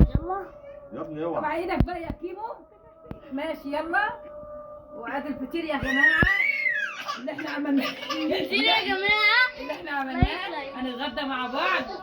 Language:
Egyptian Arabic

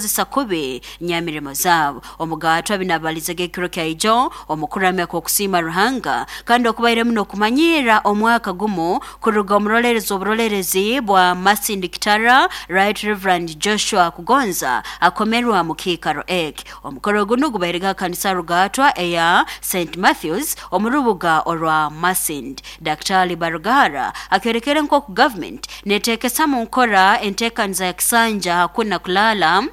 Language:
Nyoro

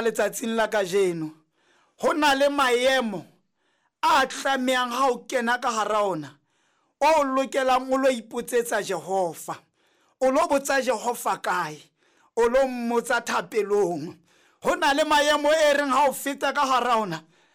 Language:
Southern Sotho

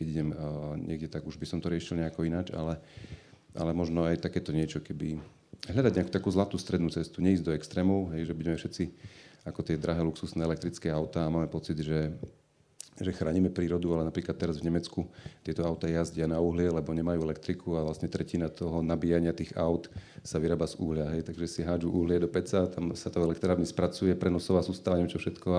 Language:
Slovak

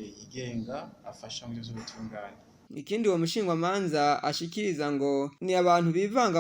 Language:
Rundi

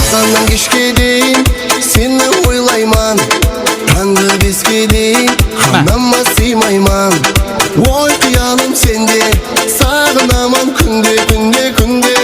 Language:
Kara-Kalpak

